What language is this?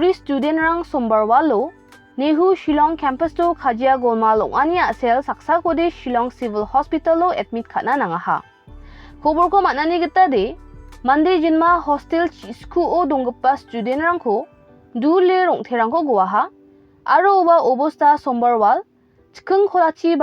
Garo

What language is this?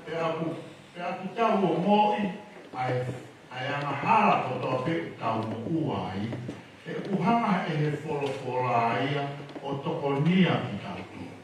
Tongan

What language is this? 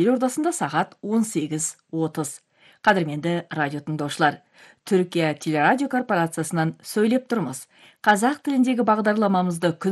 Kazakh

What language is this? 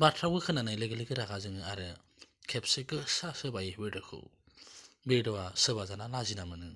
Bodo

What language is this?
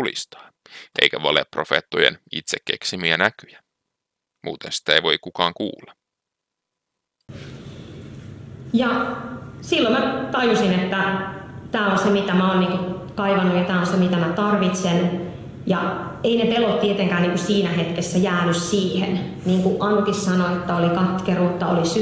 Finnish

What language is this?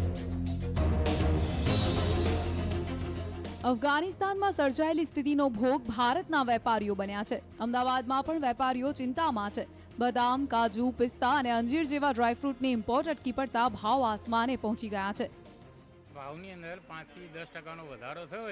Gujarati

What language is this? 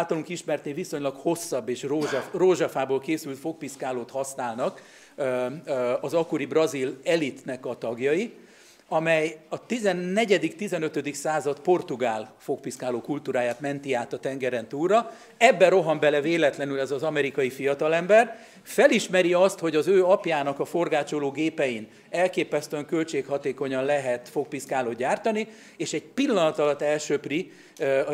Hungarian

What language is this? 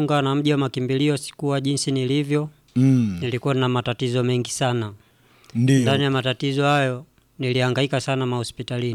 Swahili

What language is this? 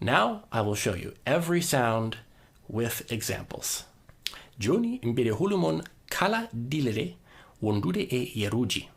Fula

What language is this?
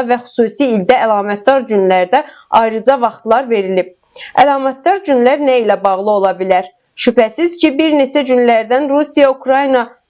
Azerbaijani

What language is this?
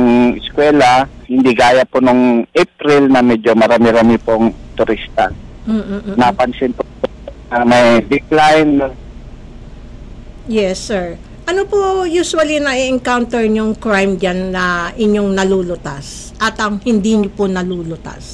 Filipino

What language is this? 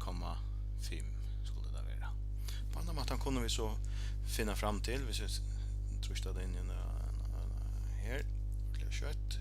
Faroese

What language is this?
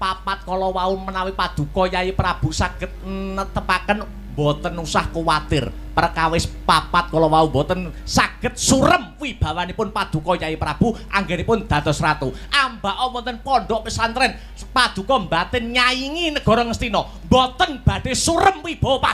Javanese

